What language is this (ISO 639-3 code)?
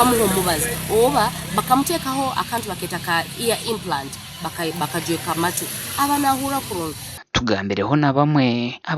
nyn